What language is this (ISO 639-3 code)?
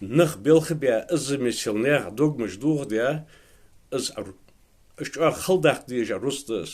inh